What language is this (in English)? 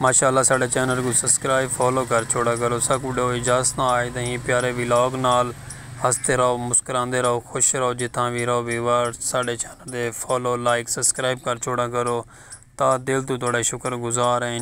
Saraiki